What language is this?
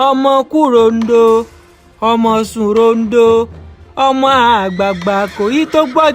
Yoruba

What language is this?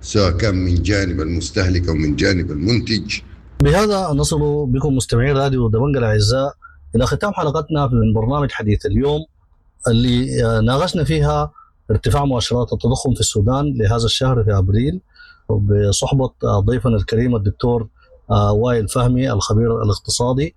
Sudanese Arabic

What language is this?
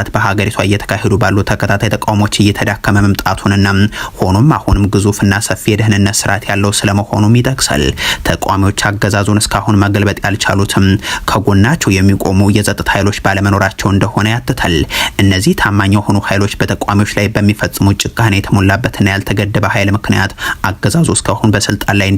Amharic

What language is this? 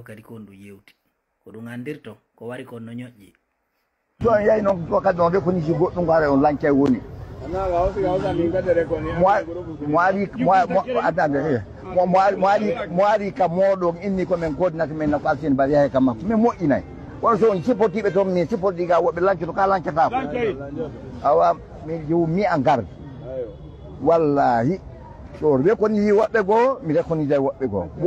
Fula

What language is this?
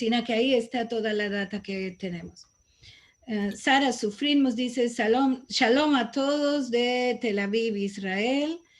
Ladino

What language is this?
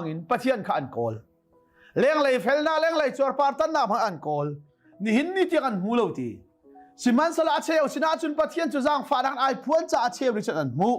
Hakha Chin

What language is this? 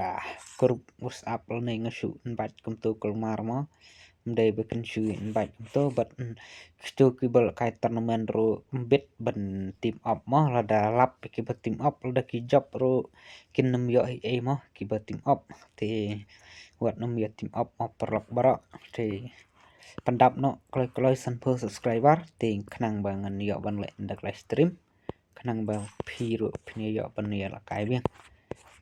Khasi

